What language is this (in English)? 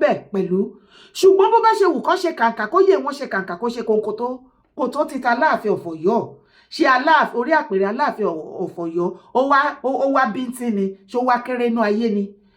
Yoruba